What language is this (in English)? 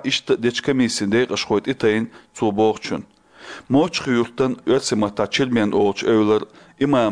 Chechen